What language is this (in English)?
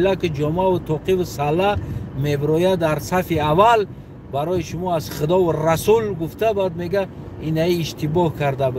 Tajik